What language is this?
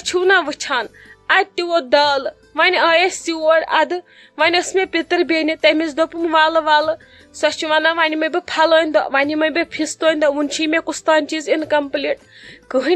Kashmiri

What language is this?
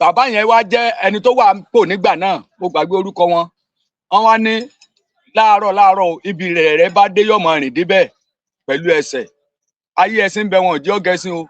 Yoruba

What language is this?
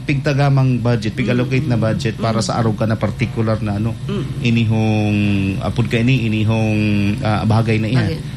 Bikol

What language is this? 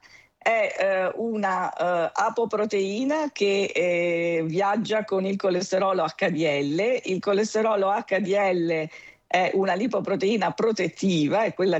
Italian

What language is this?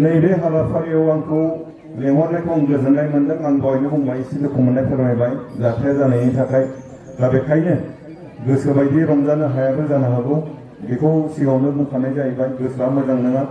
Bodo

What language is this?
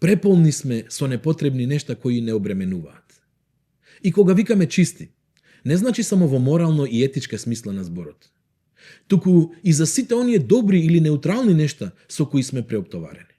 Macedonian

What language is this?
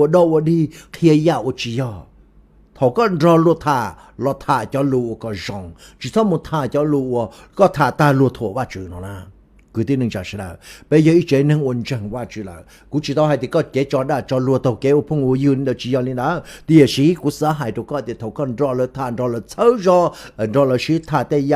Hmong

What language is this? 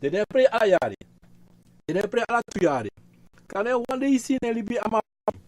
Sranan Tongo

